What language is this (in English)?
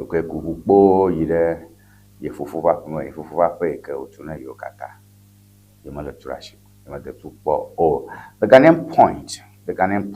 Ewe